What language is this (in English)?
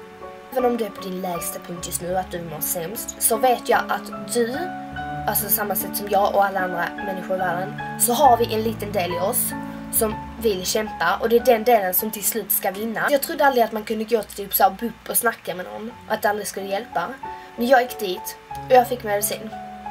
Swedish